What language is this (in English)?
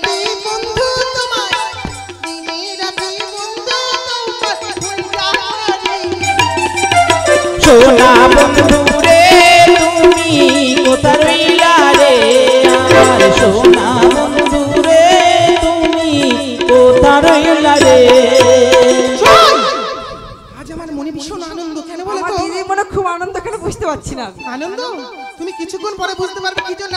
Bangla